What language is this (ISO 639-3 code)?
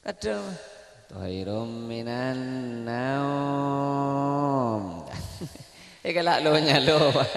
mad